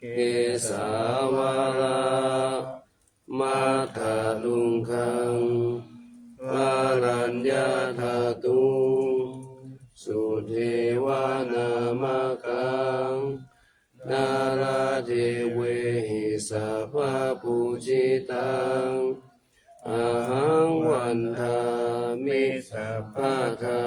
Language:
Pali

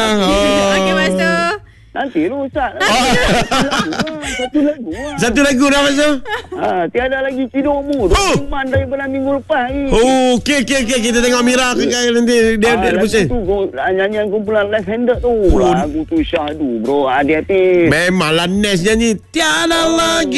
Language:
Malay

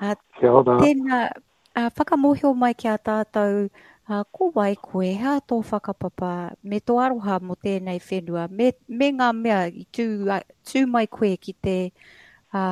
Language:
Māori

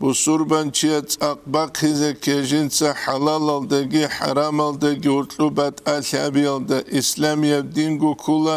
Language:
Avaric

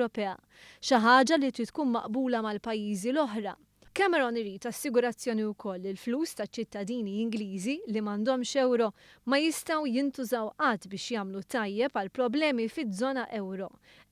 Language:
Maltese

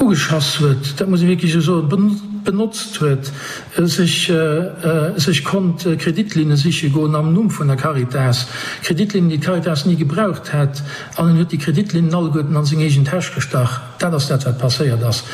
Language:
Luxembourgish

